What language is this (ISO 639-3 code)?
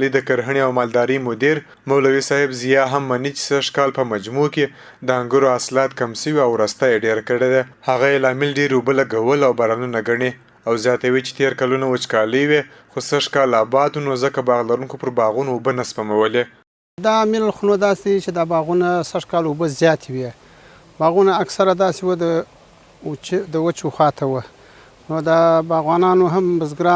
pus